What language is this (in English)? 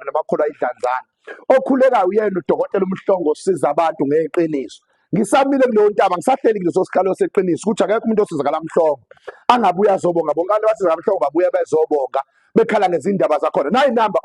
Zulu